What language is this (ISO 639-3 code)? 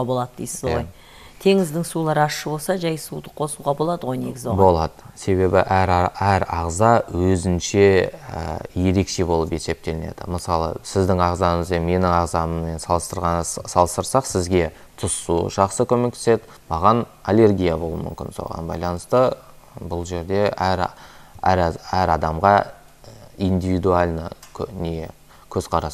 kaz